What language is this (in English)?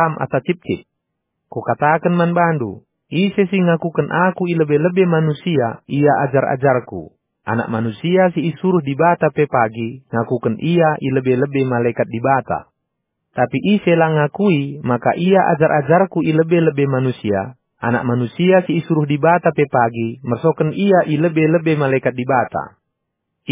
Batak Karo